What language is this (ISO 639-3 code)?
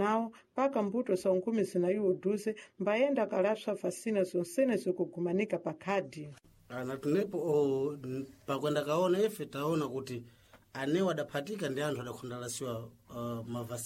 seh